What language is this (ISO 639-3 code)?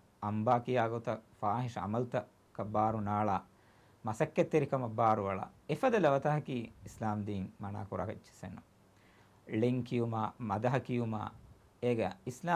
div